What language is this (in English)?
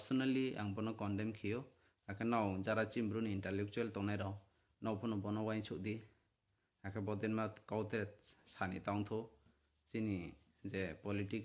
Kok Borok